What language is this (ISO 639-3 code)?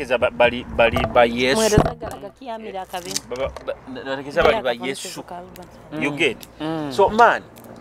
nyo